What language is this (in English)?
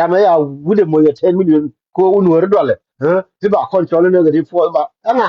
Nuer